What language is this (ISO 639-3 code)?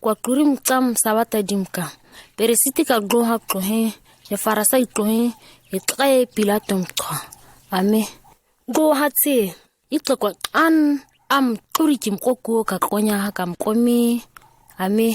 gnk